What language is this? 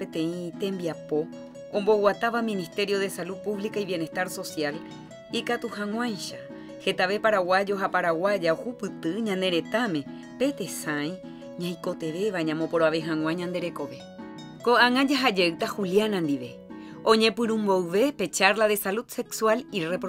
Guarani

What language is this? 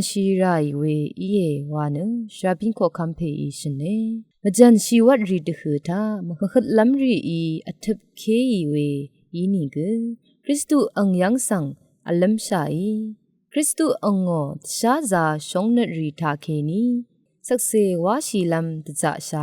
Rawang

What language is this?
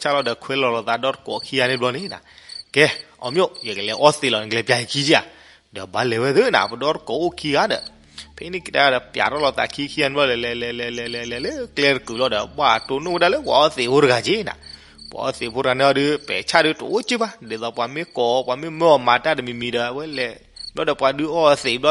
S'gaw Karen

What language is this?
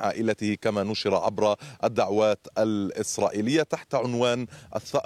Arabic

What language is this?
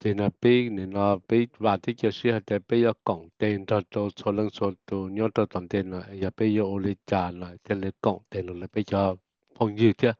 Hmong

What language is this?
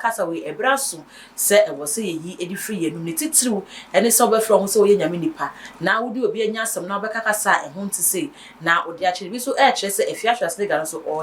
Akan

